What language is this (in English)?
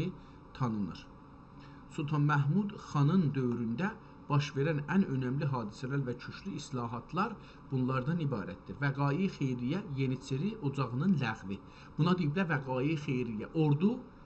South Azerbaijani